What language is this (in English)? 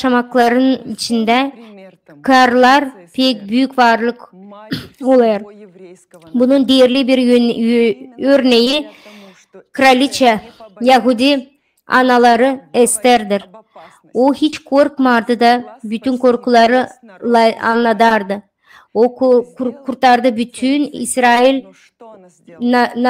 Gagauz